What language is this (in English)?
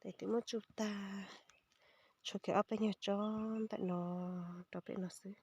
Hmong